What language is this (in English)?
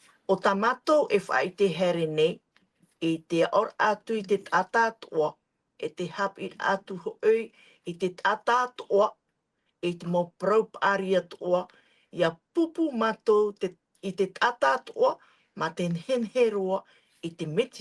Tahitian